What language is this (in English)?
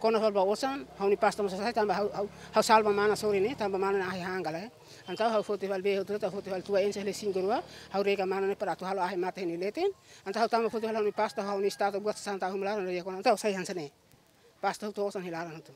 Tetum